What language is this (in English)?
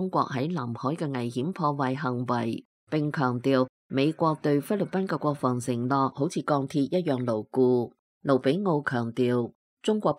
Cantonese